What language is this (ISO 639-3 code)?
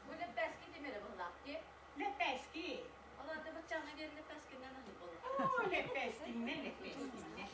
sah